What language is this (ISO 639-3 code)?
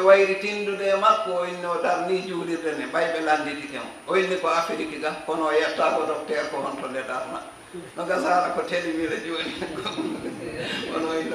ful